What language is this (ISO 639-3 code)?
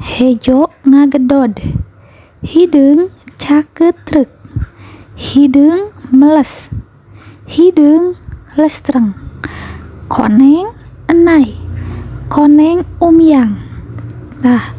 sun